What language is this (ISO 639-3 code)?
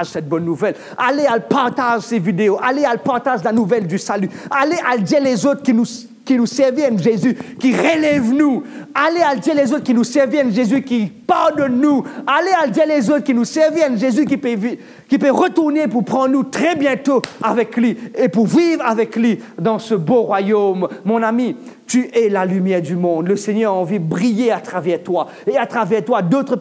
mfe